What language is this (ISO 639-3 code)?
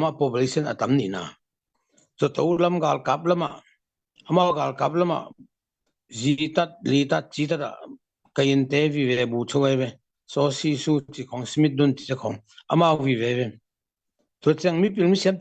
ctd